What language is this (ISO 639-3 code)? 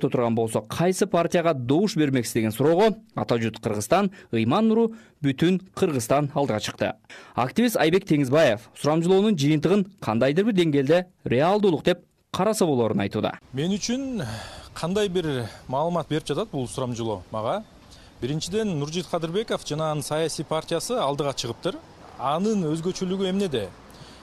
kir